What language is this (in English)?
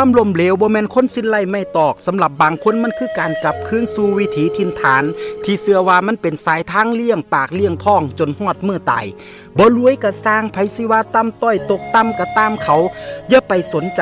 Northeastern Thai